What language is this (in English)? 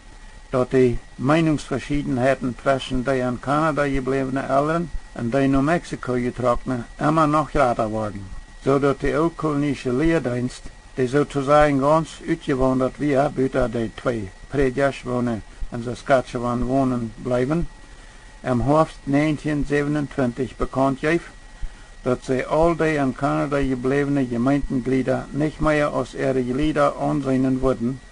Plautdietsch